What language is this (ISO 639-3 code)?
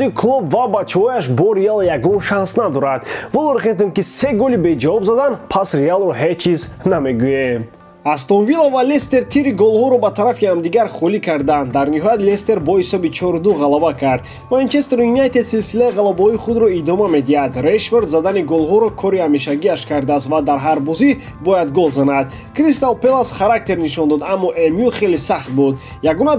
tgk